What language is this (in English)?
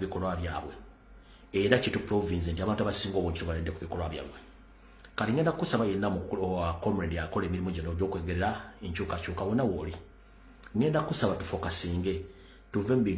Ganda